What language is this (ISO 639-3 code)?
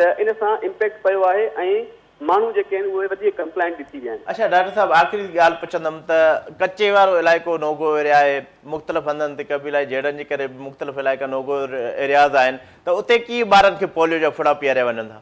snd